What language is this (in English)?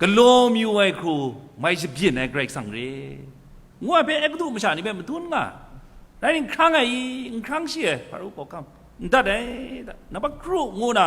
Kachin